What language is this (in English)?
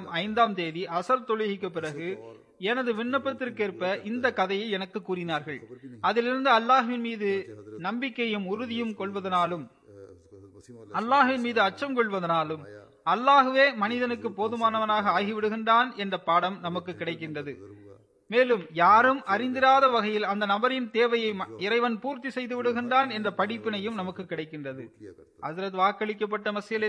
Tamil